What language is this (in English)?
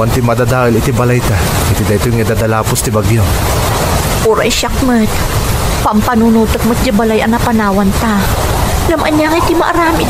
Iloko